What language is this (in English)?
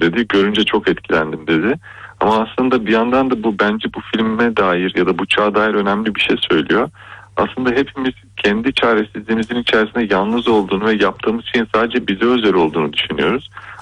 Turkish